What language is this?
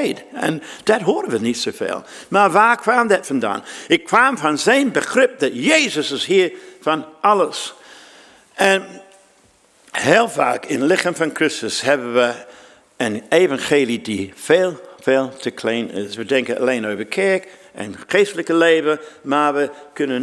Dutch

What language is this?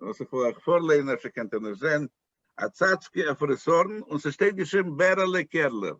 Yiddish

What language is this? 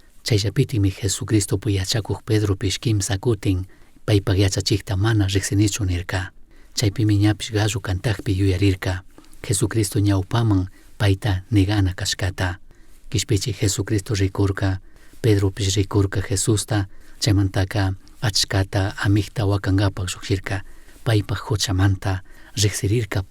Chimborazo Highland Quichua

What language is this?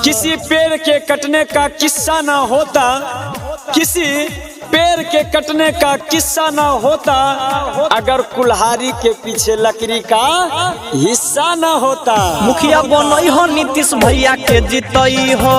Maithili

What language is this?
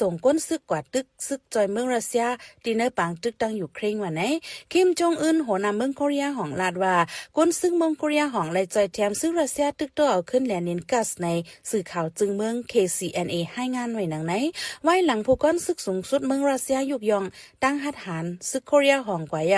Shan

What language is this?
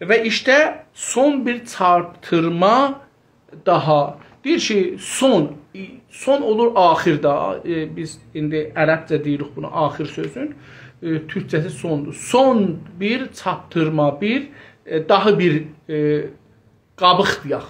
South Azerbaijani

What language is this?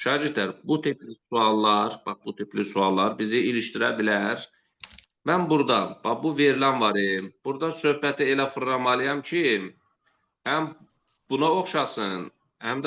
Azerbaijani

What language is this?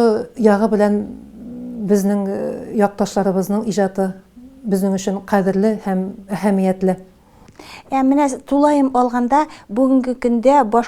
Tatar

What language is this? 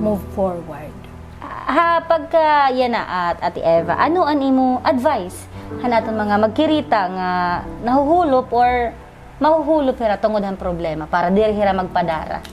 Waray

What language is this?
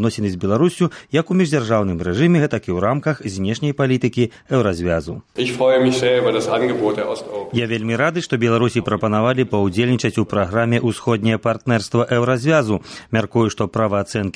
Belarusian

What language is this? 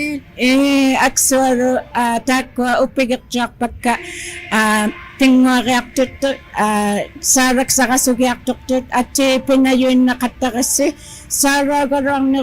Inuktitut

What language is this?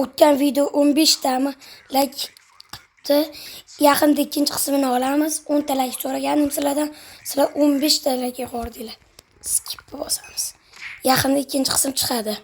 Uzbek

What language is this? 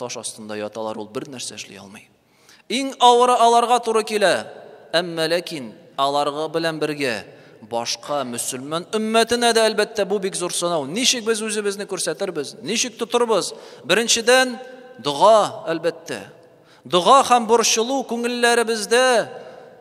Tatar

